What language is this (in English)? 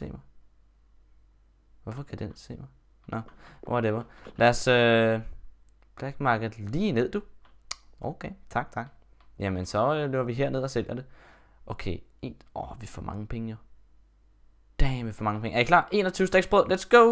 Danish